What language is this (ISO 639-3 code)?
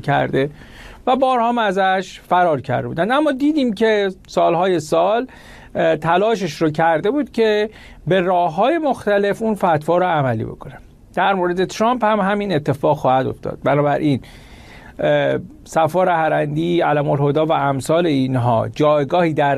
fas